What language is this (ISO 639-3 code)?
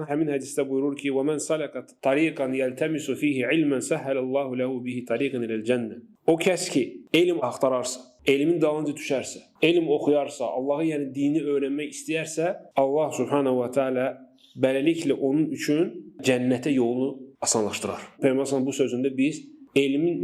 aze